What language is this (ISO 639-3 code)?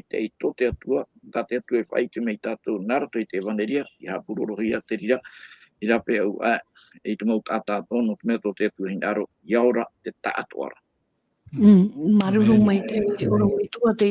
tah